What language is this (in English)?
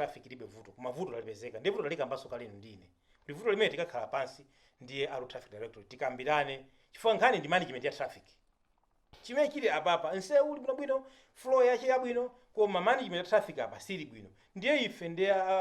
Nyanja